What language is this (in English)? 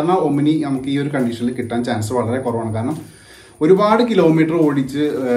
Malayalam